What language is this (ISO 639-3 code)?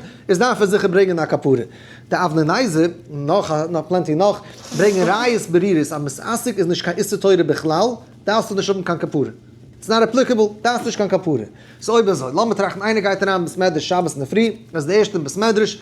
yid